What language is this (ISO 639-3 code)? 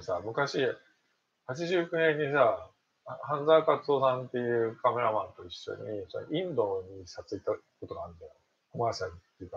jpn